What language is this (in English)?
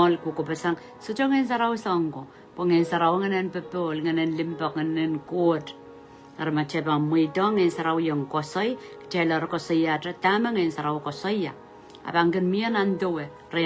Pohnpeian